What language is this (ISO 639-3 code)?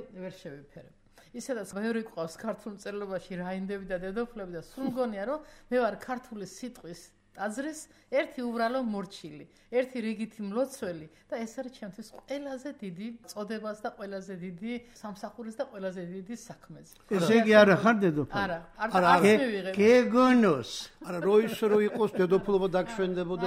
kat